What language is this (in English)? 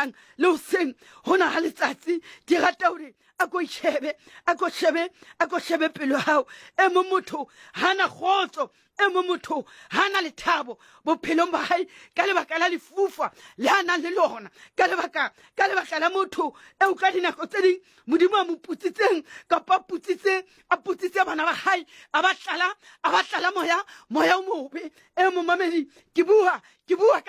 Southern Sotho